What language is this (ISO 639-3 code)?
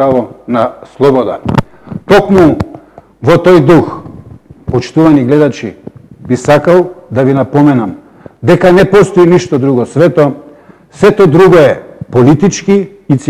mkd